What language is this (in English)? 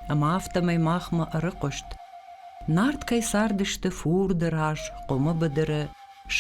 Ossetic